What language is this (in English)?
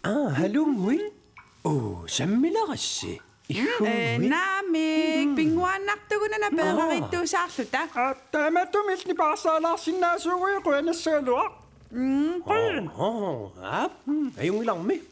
Kalaallisut